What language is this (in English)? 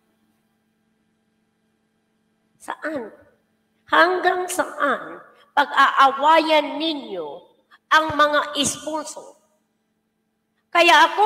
Filipino